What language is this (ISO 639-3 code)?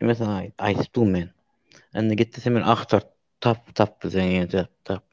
tuk